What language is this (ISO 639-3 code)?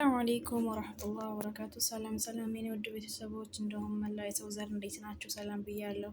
amh